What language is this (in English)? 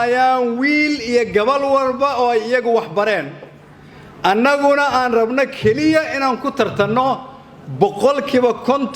Somali